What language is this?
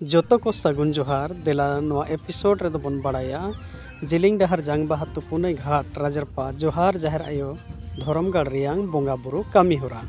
Santali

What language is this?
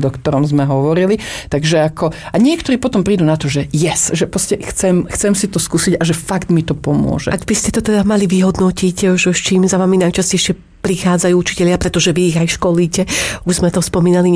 Slovak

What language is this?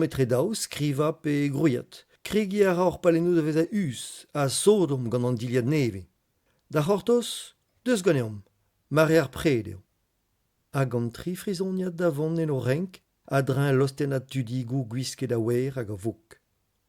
Breton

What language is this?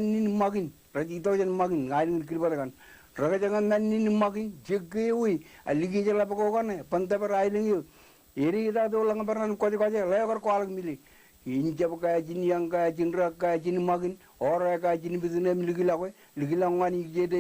Marshallese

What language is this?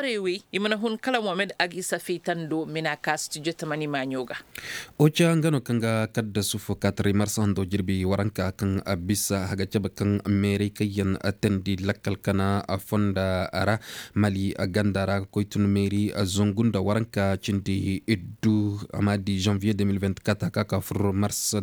Koyraboro Senni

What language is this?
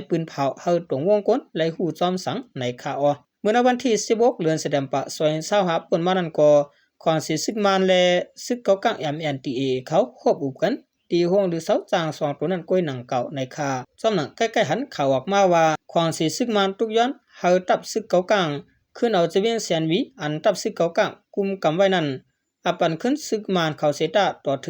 Shan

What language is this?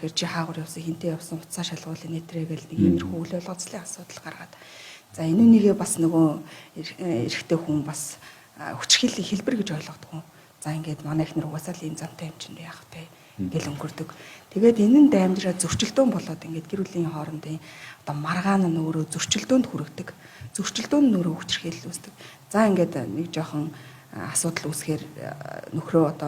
Mongolian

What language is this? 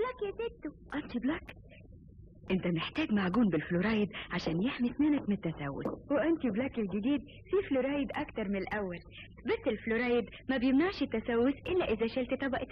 Egyptian Arabic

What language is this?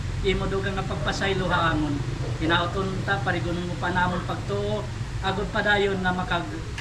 Waray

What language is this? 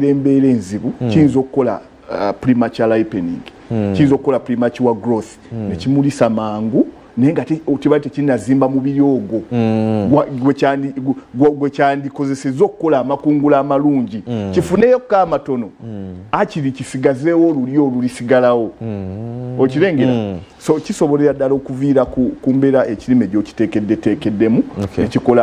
Ganda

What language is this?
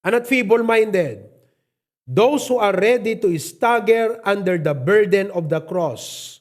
Iloko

